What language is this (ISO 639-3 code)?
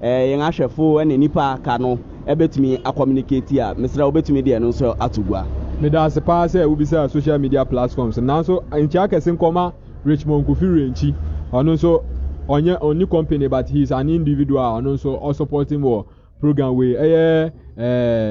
aka